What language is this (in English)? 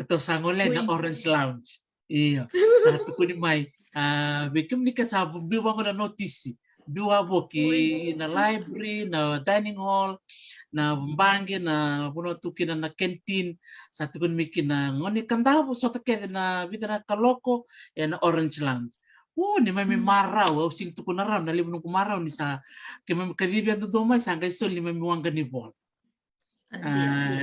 Fijian